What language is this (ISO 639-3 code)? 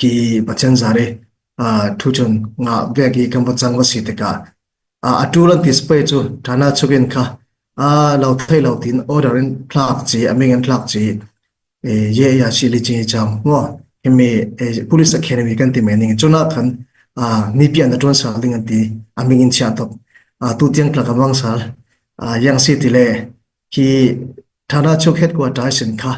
cfm